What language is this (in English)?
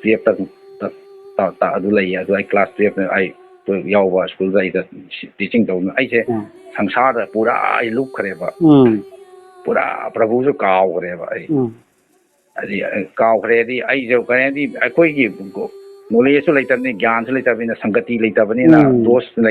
Manipuri